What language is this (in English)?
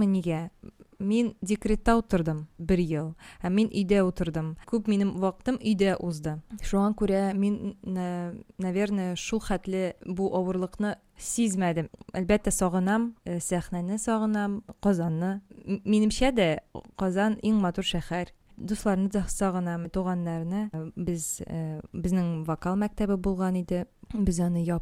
Tatar